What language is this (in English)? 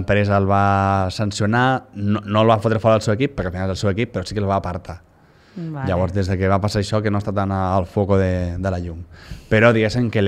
Catalan